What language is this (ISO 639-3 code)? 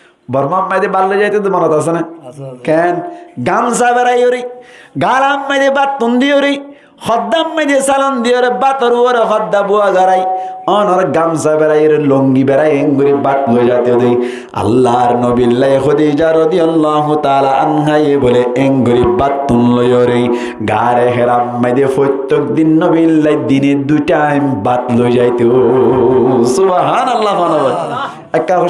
rhg